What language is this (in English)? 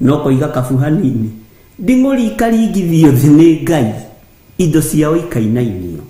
Kikuyu